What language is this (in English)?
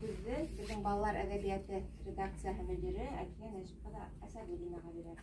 Bashkir